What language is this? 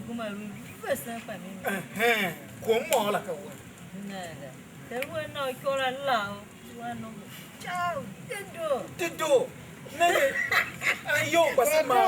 Tiv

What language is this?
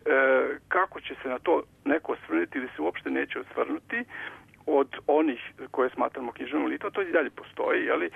Serbian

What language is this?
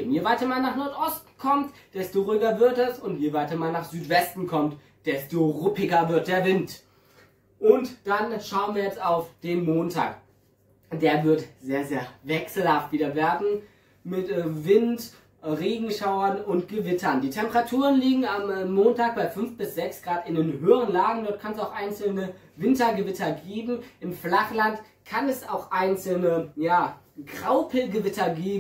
German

